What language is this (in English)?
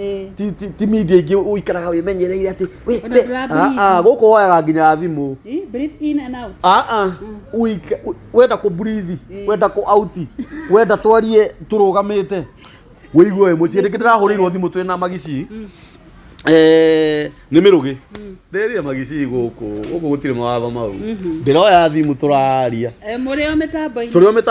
Kikuyu